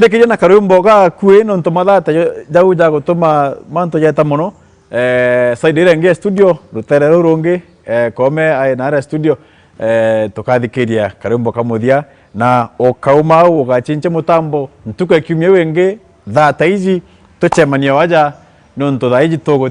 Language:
Meru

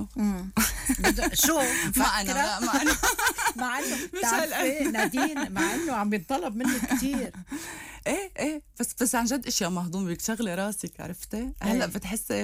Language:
North Levantine Arabic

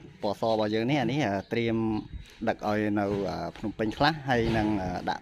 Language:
Khmer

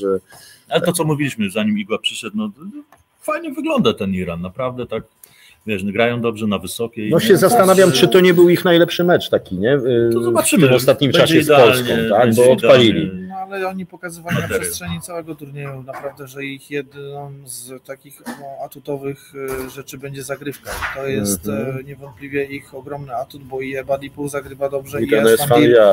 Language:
Polish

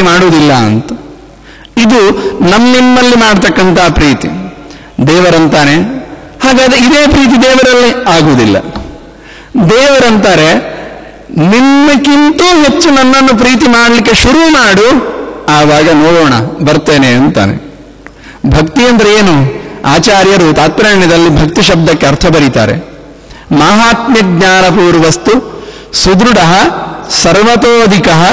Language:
Kannada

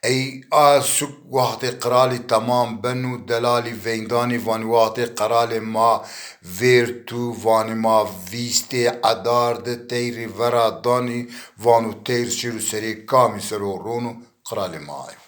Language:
Zaza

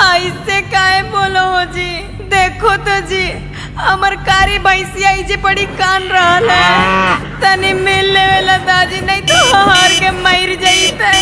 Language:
Magahi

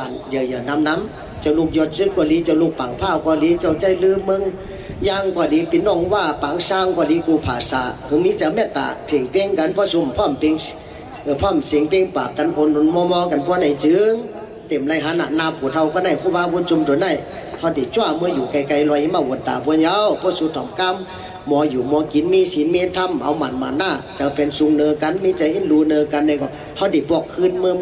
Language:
Shan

